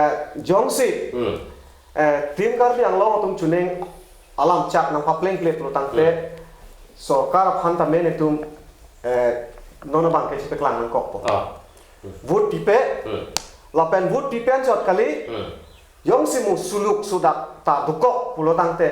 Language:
Karbi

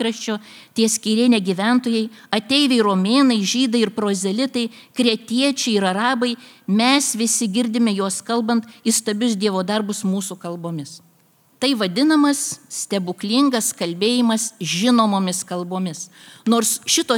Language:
Lithuanian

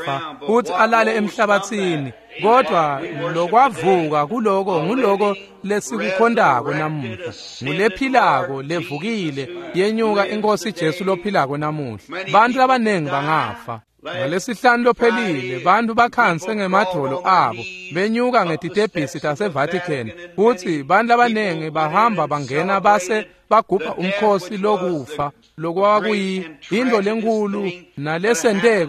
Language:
Swati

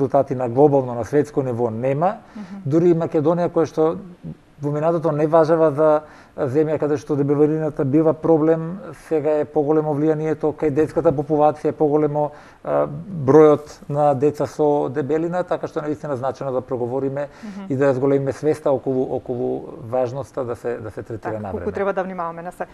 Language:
Macedonian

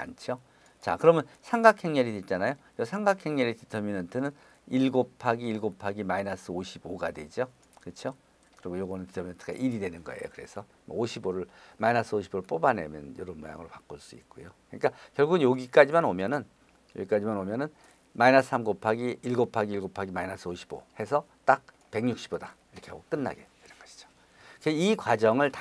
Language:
Korean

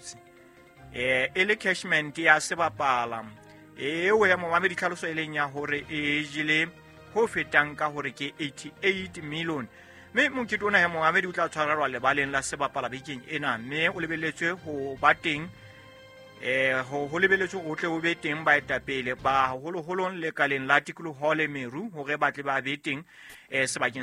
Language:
Southern Sotho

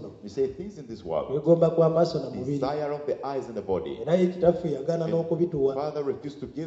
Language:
Ganda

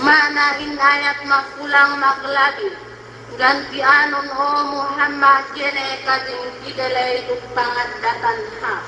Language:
Yakan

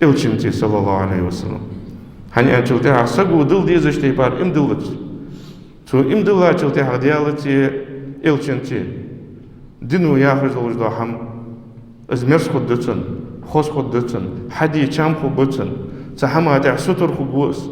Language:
Ingush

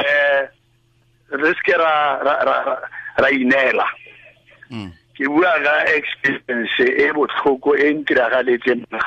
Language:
Tswana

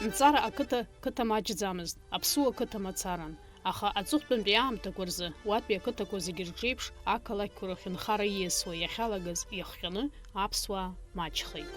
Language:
Abkhazian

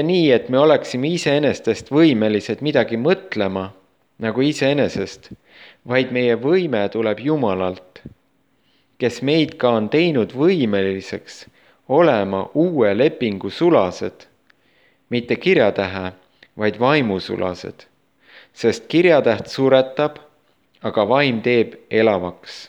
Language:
Estonian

